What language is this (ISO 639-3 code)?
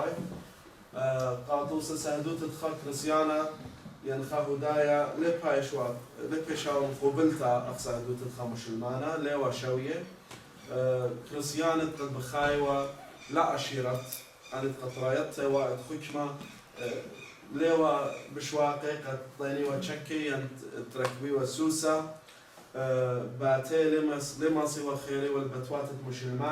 aii